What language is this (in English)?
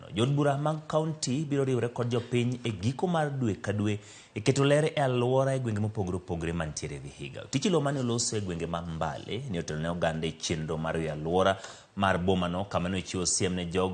Luo (Kenya and Tanzania)